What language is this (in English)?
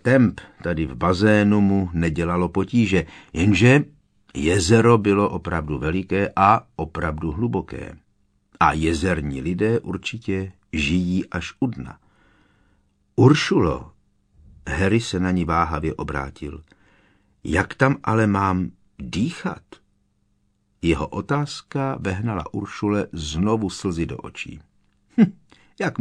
Czech